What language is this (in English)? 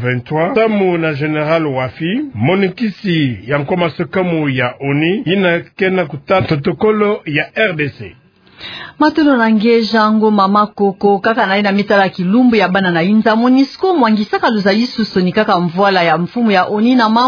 Kituba (Democratic Republic of Congo)